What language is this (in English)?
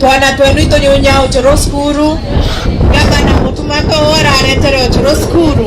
Meru